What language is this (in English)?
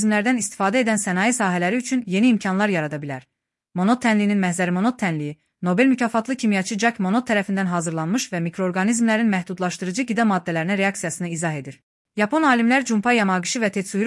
Azerbaijani